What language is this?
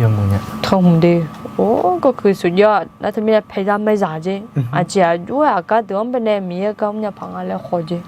Akha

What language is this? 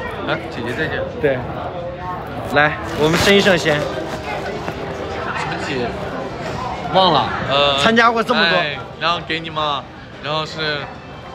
Chinese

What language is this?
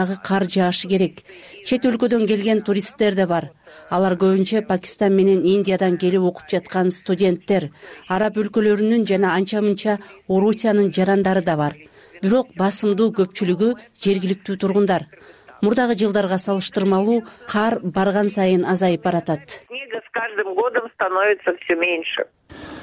Kyrgyz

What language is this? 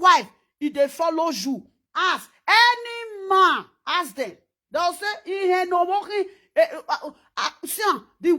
Nigerian Pidgin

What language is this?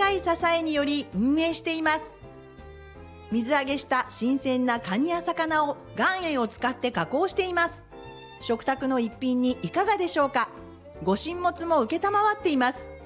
Japanese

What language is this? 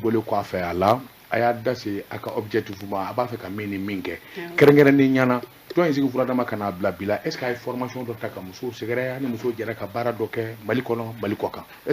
Bambara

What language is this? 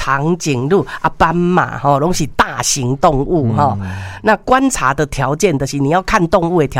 Min Nan Chinese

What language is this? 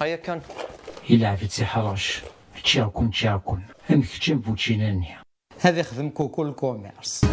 Kabyle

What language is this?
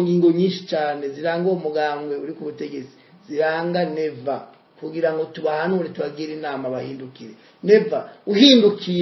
Rundi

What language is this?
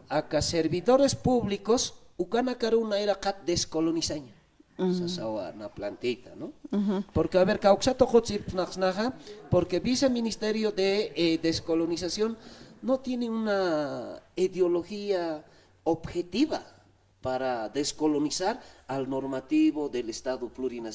Aymara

